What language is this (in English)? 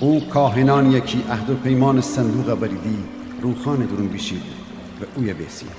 Gilaki